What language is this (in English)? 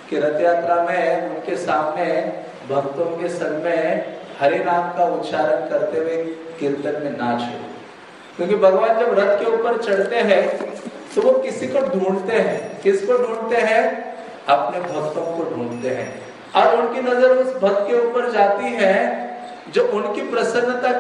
Hindi